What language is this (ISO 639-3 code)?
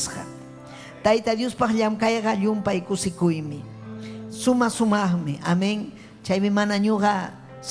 quy